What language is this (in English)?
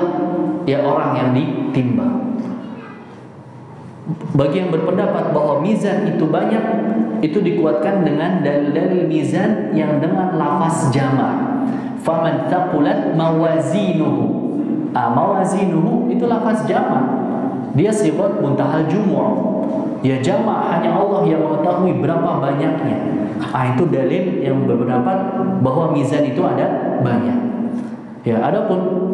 Indonesian